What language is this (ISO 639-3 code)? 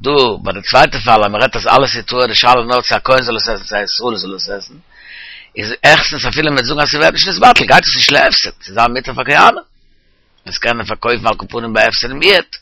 yid